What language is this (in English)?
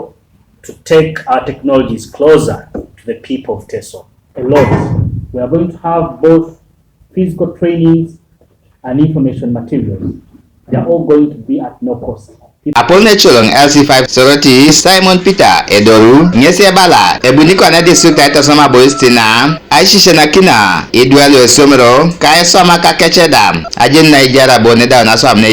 Teso